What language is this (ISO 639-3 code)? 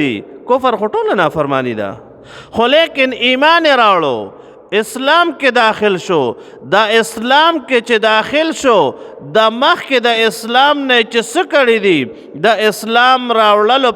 pus